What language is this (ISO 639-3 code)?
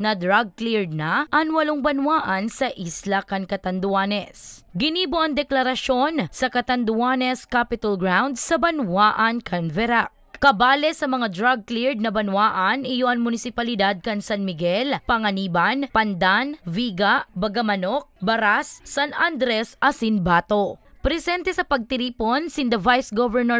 bik